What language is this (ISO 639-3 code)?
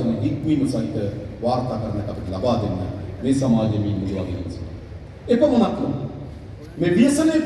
sin